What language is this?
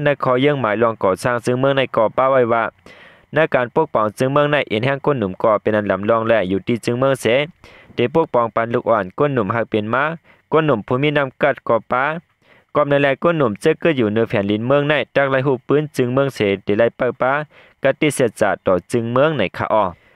Shan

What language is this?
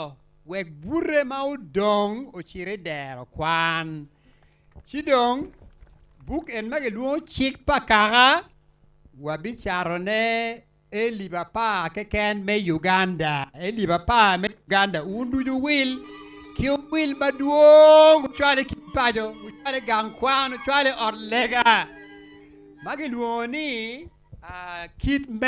Acoli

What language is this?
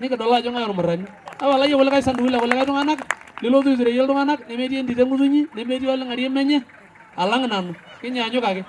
Masai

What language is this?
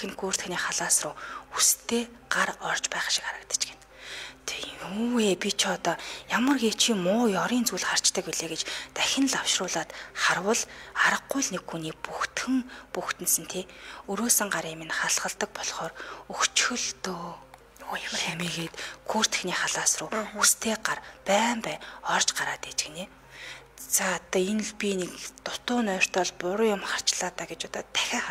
Mongolian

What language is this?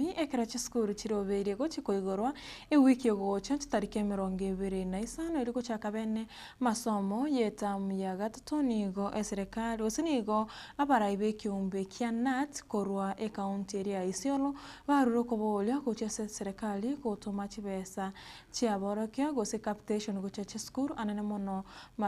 Gusii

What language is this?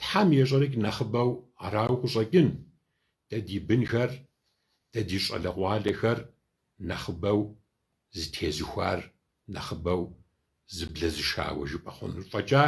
Kabardian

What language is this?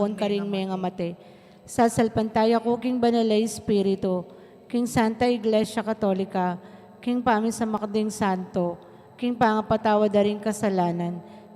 Pampanga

